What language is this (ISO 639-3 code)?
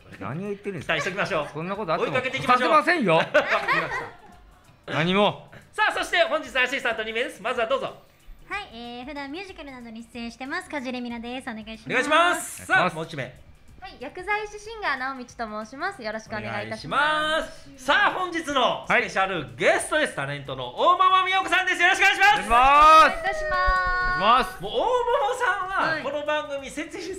jpn